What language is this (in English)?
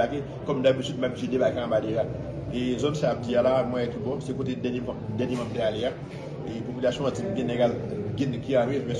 Haitian Creole